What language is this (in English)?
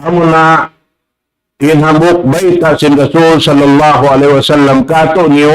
Tausug